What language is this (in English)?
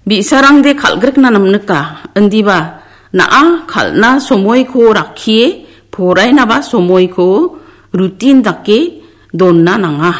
Garo